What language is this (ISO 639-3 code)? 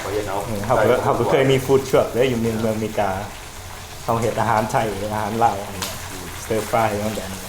lao